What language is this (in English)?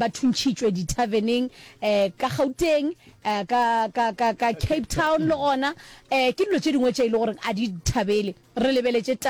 Northern Sotho